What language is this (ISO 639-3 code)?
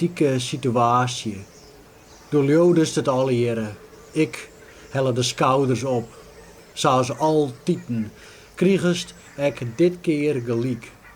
fry